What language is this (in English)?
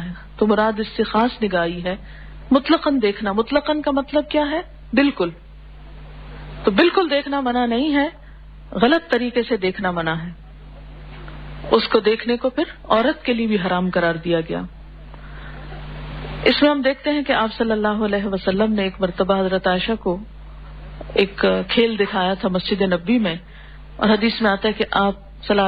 Urdu